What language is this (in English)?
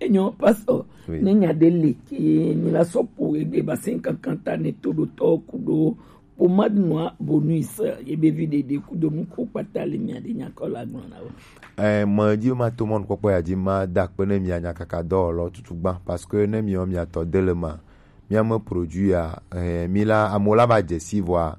Gen